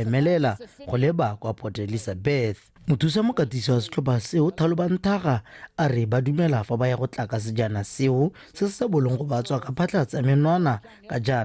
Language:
Tswana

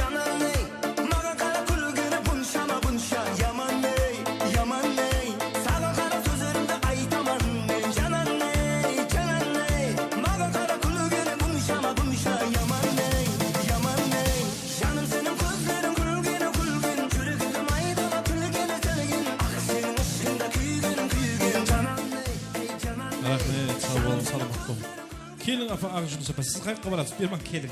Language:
Kara-Kalpak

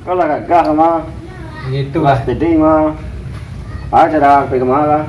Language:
Minangkabau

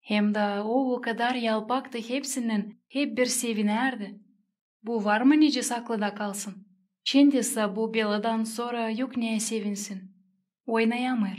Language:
Gagauz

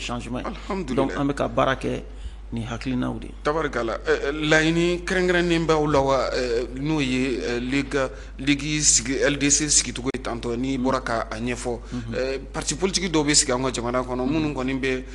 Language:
Bambara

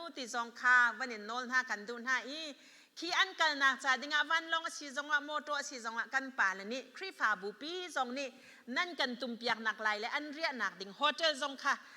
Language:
Hakha Chin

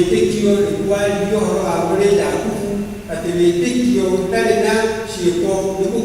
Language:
Kikuyu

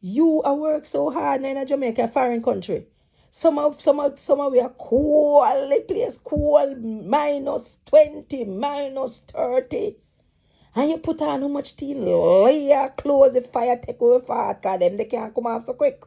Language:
Jamaican Creole English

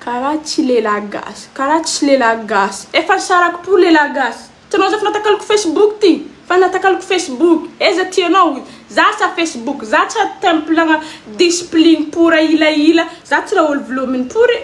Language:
Malagasy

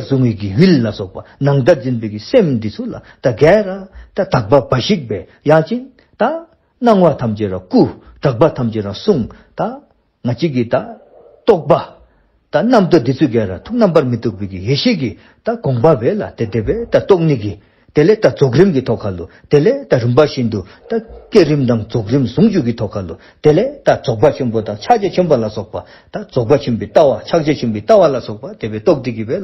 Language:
Dzongkha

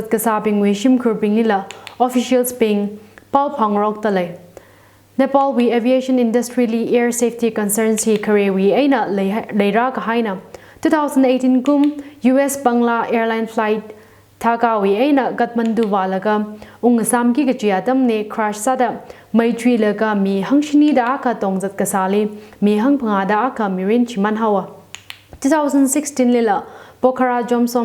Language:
Tangkhul Naga (India)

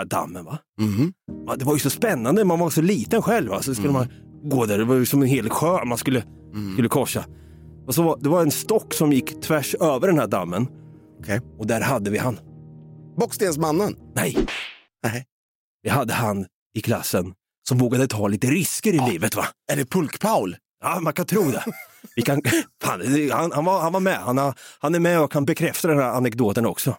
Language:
Swedish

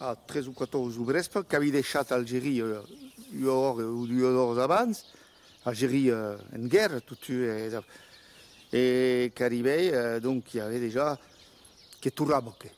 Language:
Occitan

